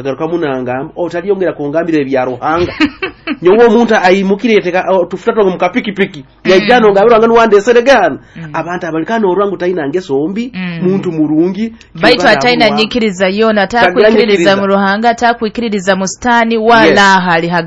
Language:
Nyoro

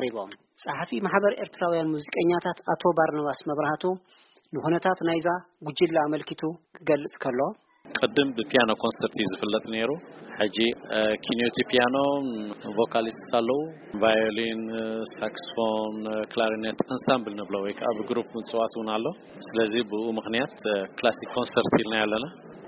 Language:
Tigrinya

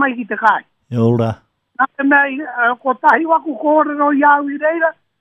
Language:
Māori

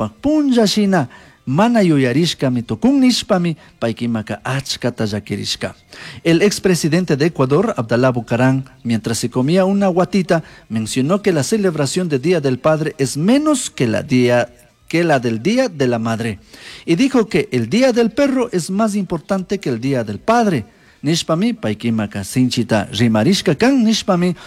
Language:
Chimborazo Highland Quichua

